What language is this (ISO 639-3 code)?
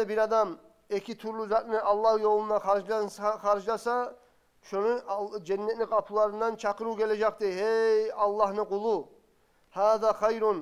kum